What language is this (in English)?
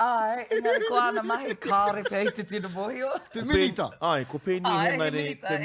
Māori